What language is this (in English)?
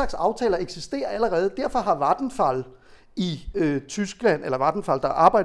Danish